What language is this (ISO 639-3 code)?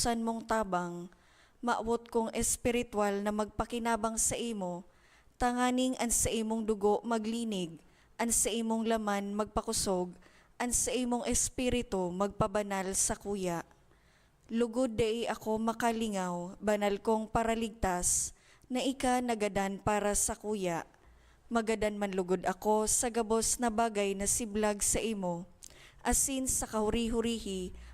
bik